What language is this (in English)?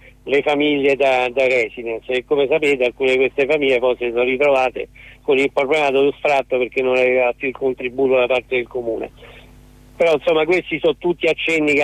Italian